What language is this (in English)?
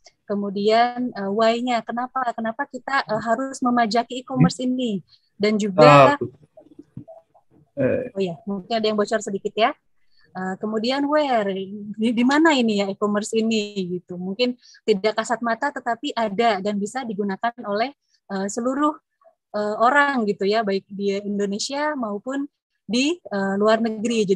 Indonesian